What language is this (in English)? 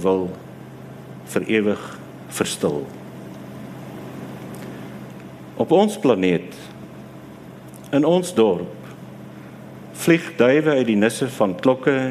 Afrikaans